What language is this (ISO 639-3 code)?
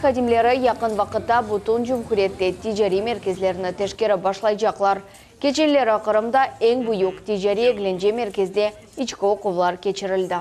crh